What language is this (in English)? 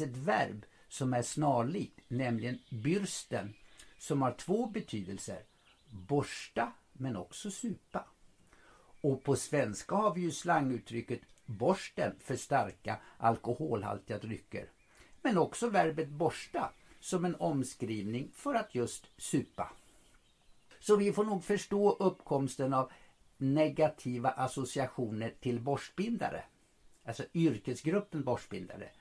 Swedish